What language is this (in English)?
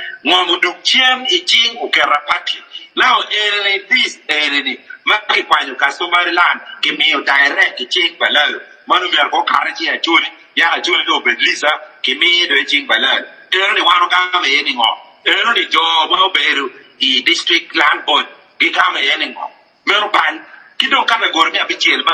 Acoli